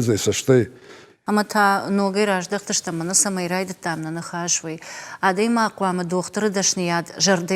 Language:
Ossetic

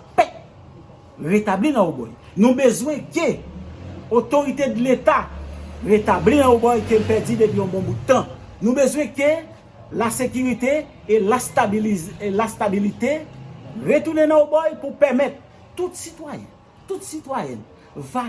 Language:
Haitian Creole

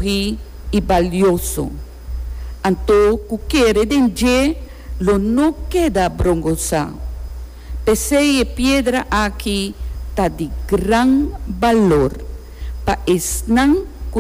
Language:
Papiamento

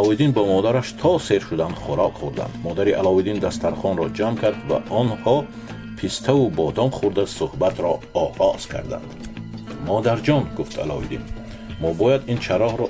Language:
Tajik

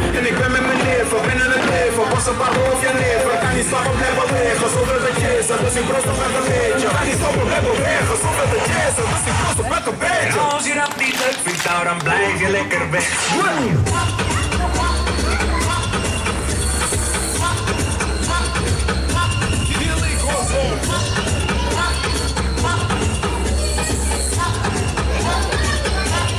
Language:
Dutch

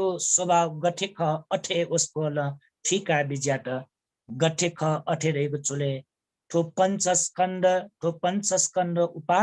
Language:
Newari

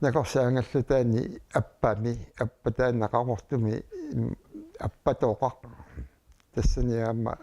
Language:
Kalaallisut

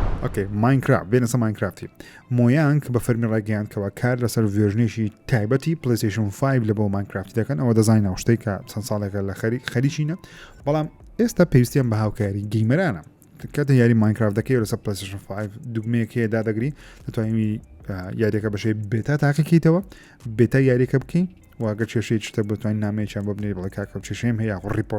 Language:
Central Kurdish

